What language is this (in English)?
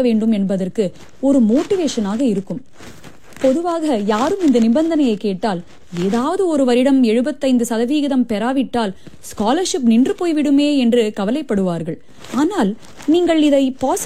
Tamil